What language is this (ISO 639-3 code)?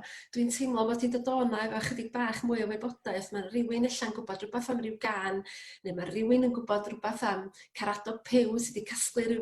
cym